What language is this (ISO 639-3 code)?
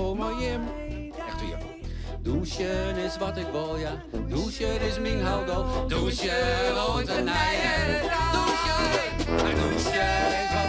fry